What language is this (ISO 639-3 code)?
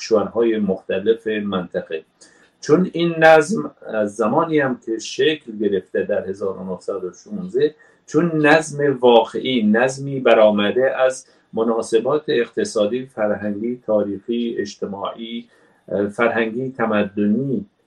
fas